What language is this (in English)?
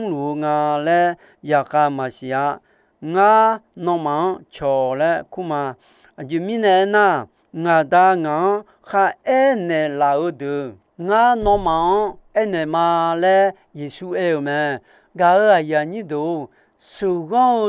Akha